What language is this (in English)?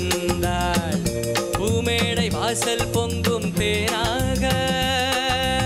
Tamil